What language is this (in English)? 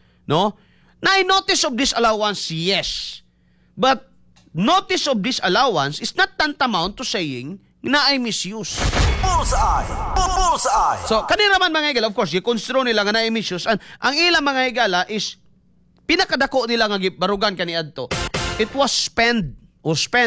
Cebuano